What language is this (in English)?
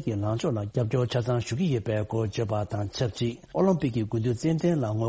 Tibetan